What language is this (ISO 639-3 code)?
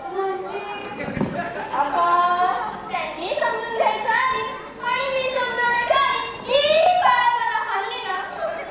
mar